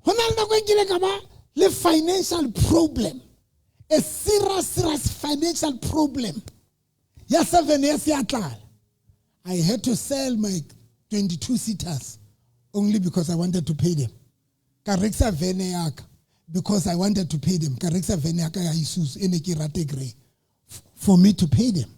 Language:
Southern Sotho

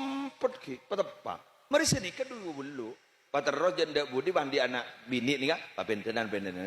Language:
Madurese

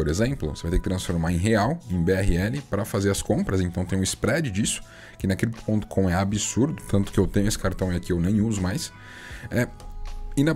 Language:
Portuguese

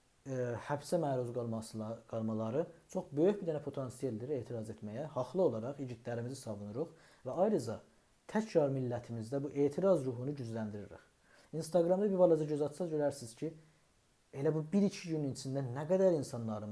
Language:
South Azerbaijani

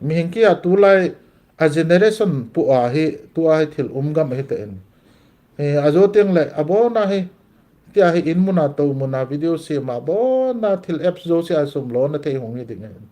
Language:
Thado Chin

